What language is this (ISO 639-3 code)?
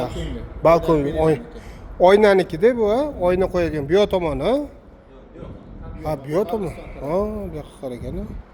uzb